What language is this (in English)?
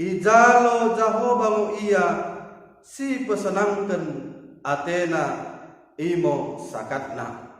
Batak Dairi